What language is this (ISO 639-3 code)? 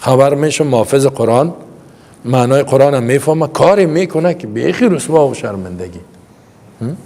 fas